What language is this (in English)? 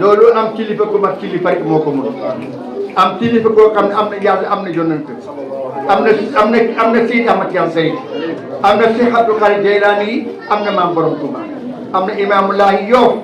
Wolof